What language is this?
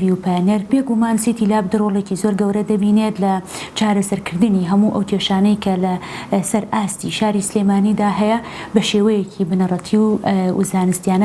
Central Kurdish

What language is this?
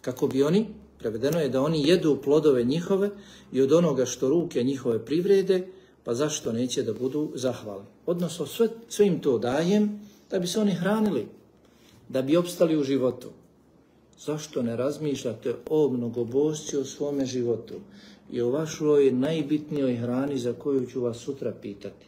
Bosnian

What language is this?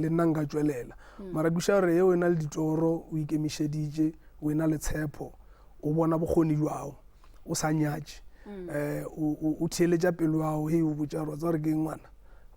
Northern Sotho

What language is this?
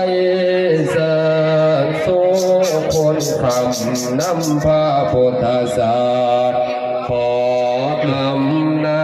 Northeastern Thai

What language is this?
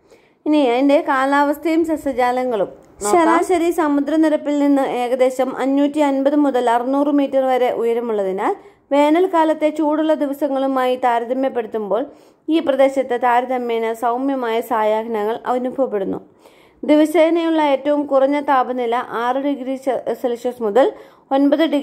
Malayalam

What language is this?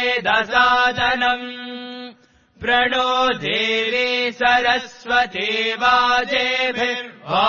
Sanskrit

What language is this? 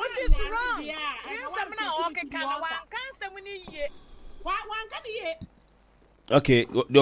Akan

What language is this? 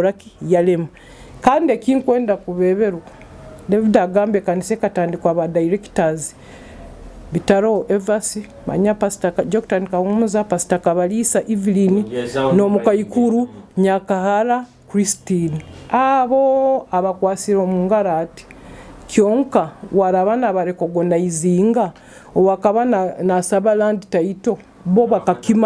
Nyoro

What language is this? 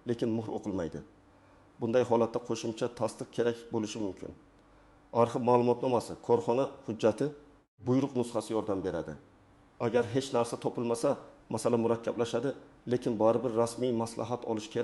Uzbek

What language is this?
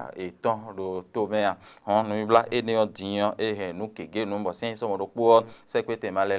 Fon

